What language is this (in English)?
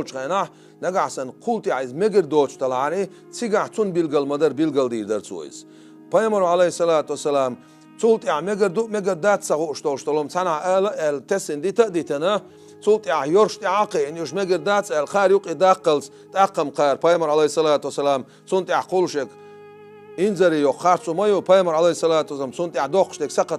Chechen